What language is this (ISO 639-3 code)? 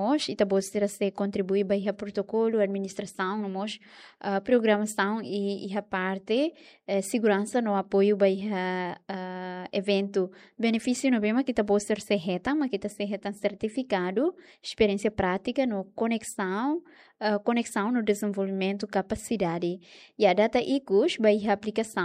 tet